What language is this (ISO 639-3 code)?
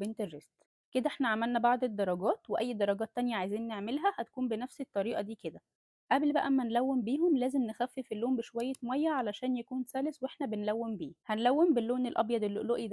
arz